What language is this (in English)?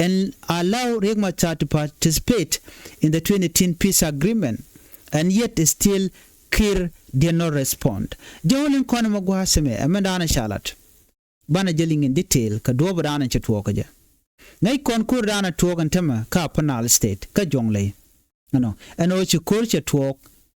Nuer